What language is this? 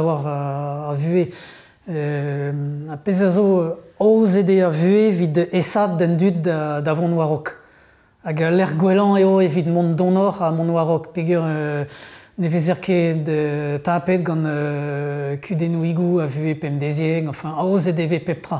Breton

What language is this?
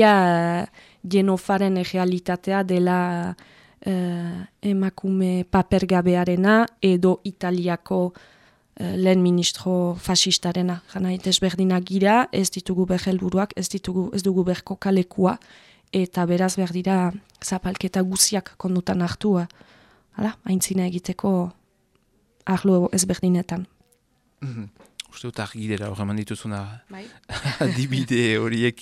Basque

